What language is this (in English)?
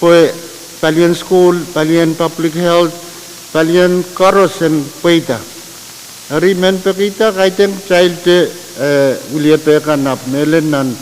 Pohnpeian